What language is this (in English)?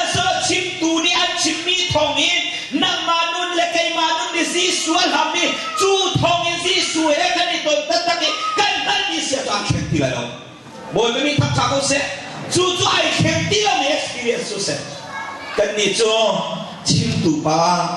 Hakha Chin